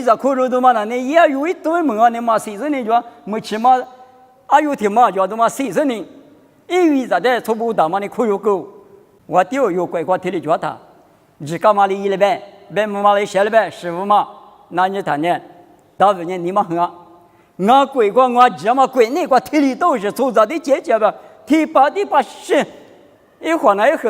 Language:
Lisu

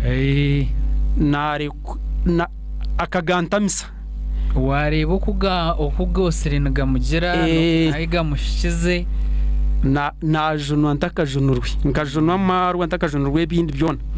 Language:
Nyankole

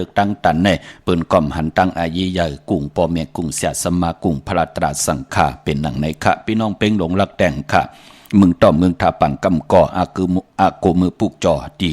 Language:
Shan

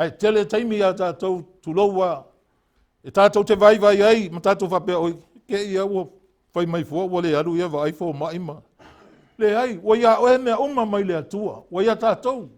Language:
Samoan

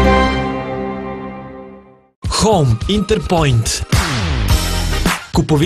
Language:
Serbian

